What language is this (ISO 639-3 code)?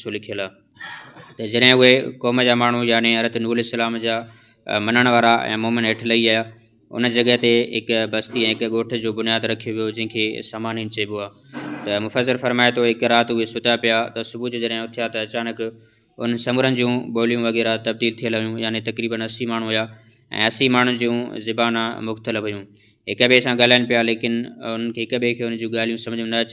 snd